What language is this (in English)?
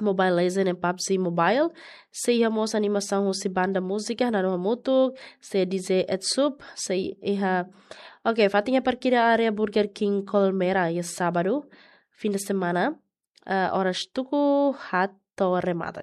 Tetum